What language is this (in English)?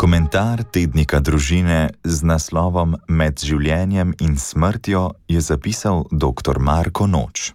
Slovenian